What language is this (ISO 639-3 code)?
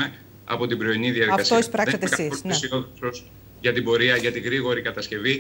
ell